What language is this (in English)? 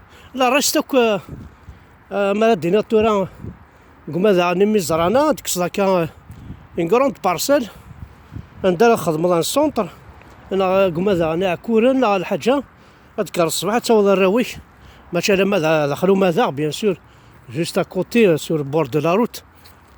Kabyle